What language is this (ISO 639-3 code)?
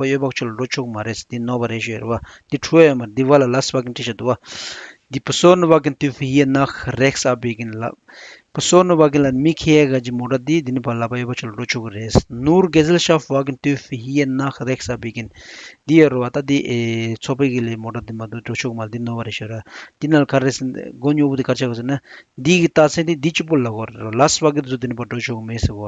bod